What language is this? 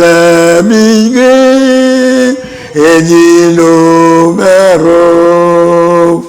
Marshallese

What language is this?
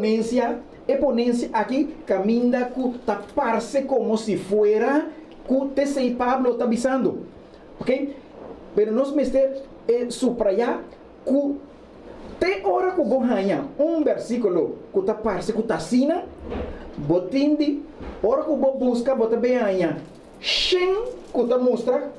Papiamento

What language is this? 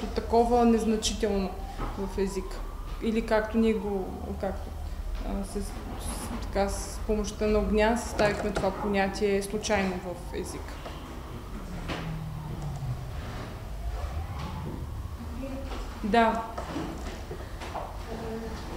Bulgarian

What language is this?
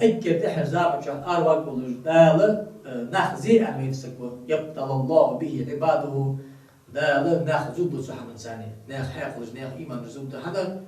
Ingush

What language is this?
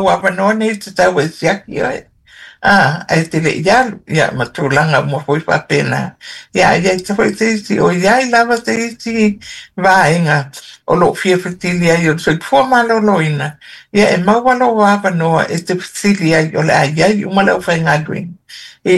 Samoan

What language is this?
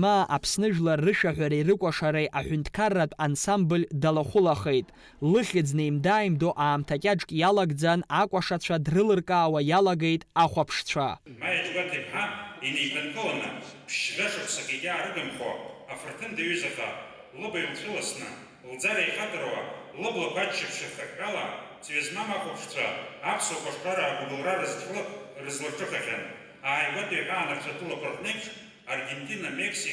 Abkhazian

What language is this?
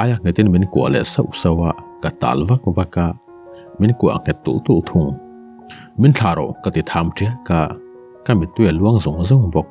Mizo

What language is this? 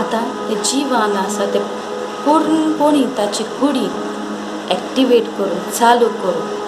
Konkani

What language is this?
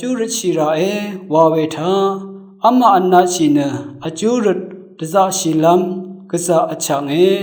Rawang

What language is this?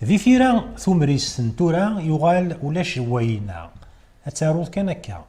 Kabyle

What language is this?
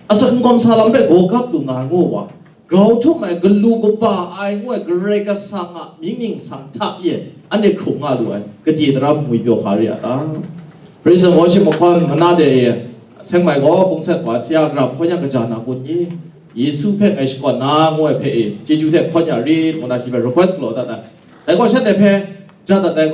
Kachin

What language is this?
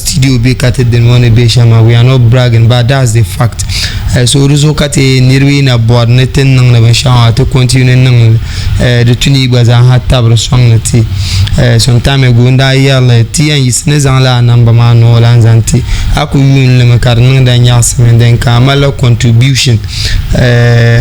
Dagbani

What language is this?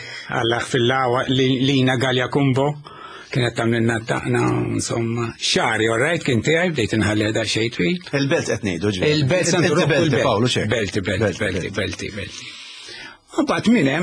Maltese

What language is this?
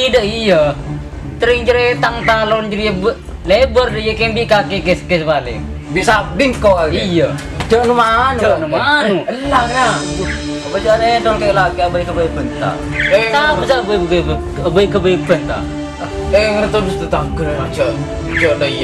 Madurese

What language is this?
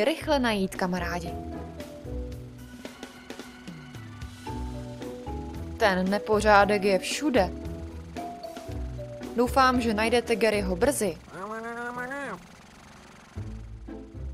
Czech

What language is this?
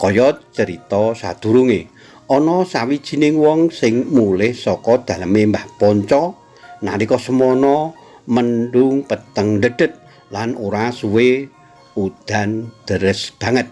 Javanese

